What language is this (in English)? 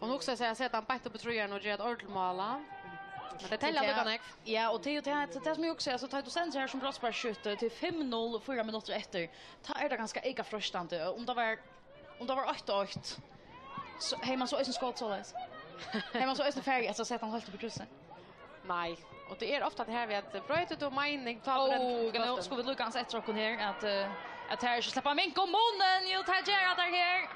Faroese